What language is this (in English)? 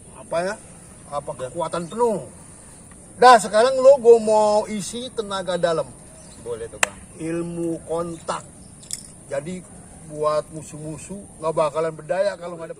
Betawi